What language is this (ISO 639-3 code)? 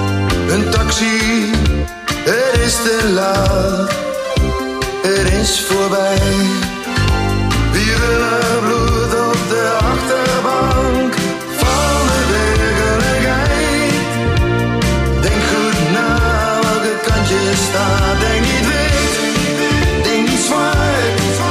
nld